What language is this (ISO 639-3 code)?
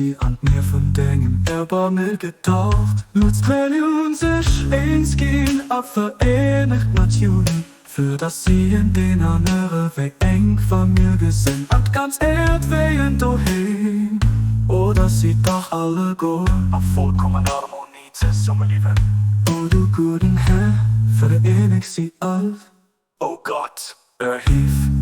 ltz